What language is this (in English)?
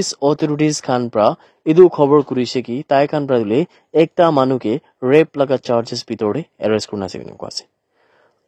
Naga Pidgin